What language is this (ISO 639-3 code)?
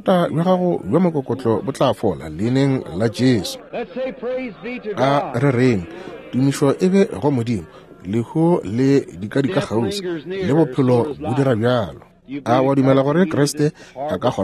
nso